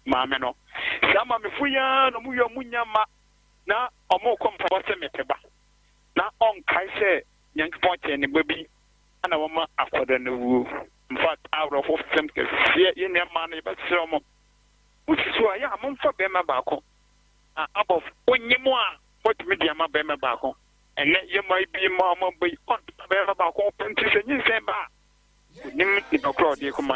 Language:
Akan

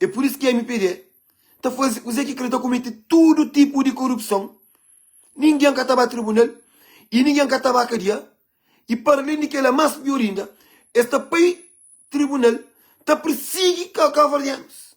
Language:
Kabuverdianu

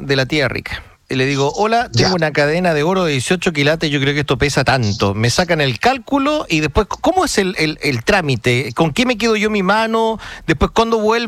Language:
Spanish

